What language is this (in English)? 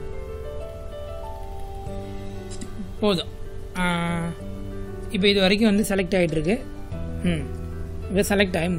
Tamil